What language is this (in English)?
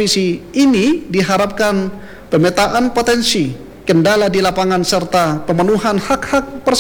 Indonesian